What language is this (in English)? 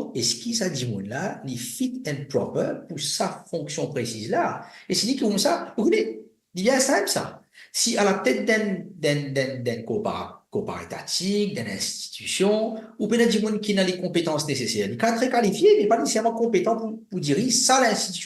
Morisyen